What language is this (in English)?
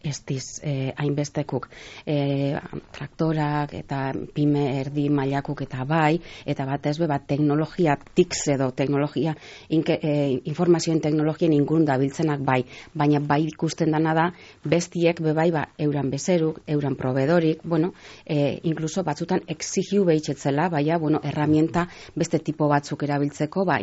Basque